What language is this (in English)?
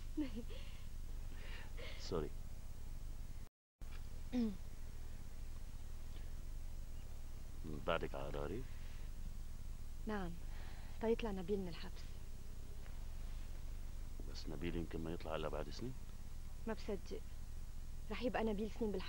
North Levantine Arabic